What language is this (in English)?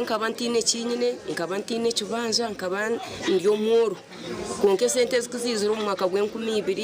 Nyankole